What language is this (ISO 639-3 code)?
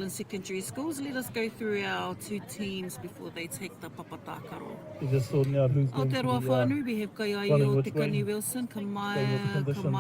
mri